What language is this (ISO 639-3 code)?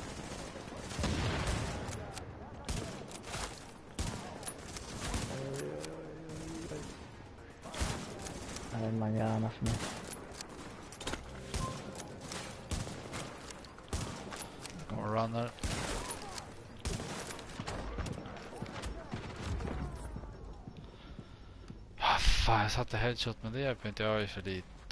swe